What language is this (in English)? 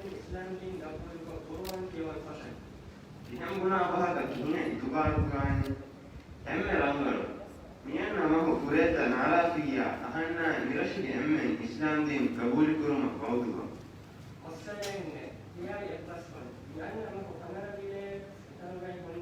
Divehi